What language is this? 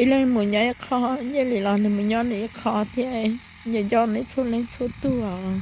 Hmong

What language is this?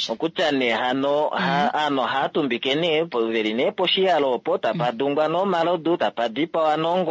Kuanyama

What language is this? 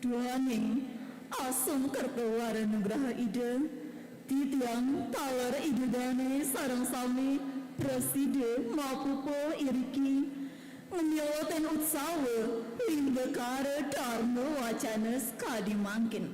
Balinese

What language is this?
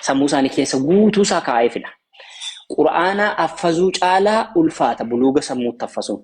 Oromo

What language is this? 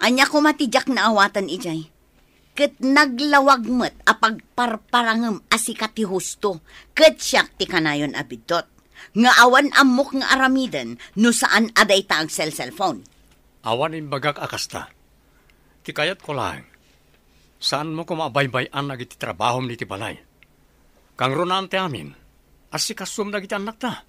Iloko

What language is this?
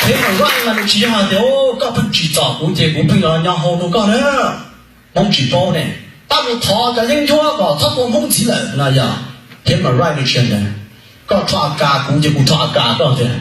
Hmong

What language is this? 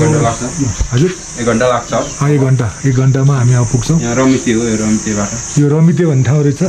Nepali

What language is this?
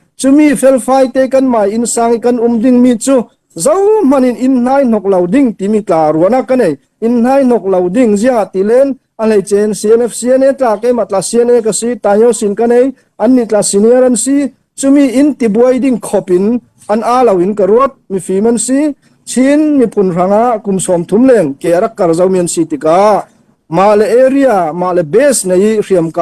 Falam Chin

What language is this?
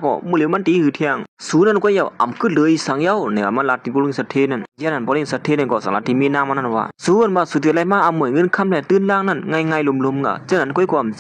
Shan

